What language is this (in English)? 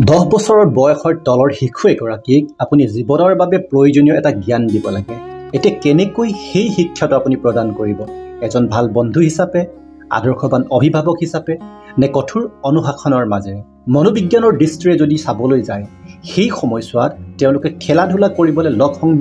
Assamese